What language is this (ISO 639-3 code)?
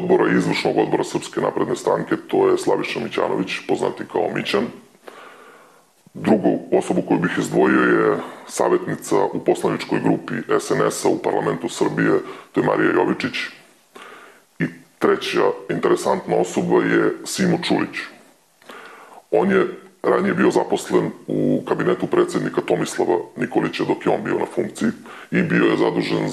srp